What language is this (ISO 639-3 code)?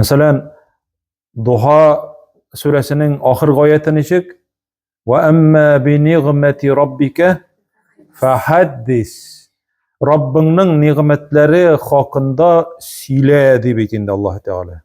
tat